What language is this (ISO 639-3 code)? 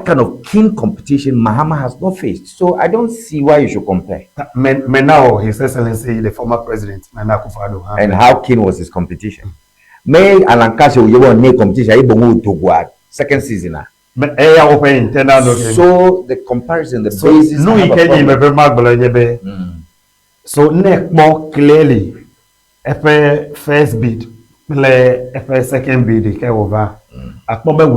ewe